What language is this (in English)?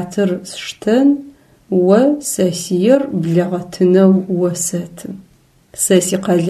Adyghe